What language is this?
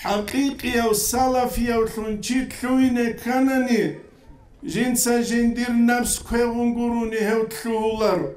Avaric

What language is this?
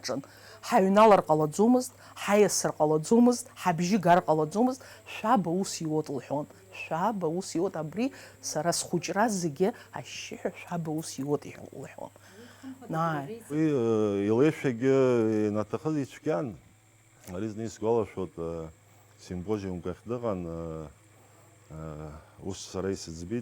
Abkhazian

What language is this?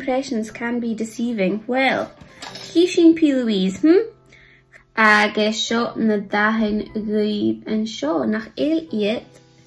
Scottish Gaelic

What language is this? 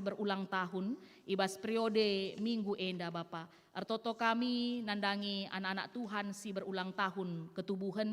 Batak Karo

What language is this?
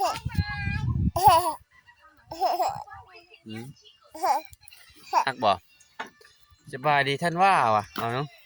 Lao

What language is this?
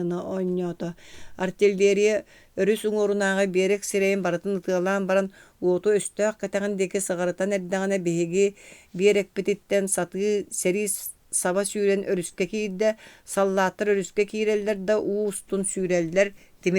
Yakut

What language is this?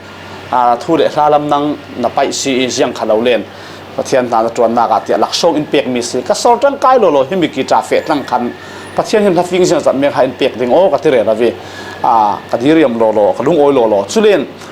Falam Chin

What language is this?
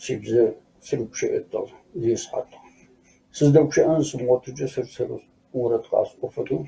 Kabardian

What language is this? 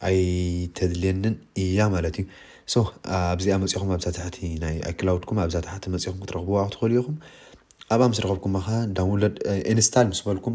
Tigrinya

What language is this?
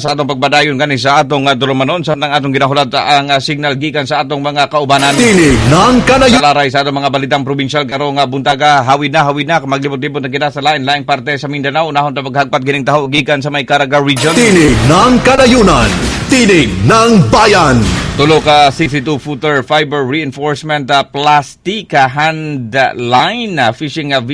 Cebuano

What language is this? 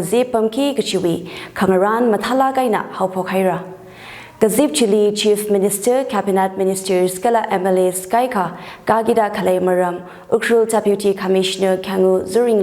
Tangkhul Naga (India)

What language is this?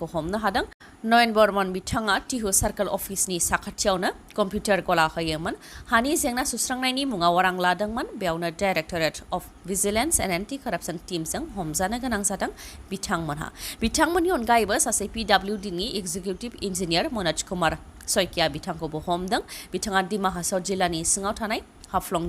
Bodo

